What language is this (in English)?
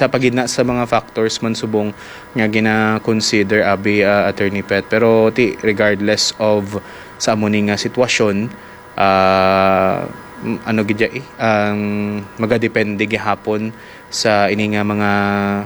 Hiligaynon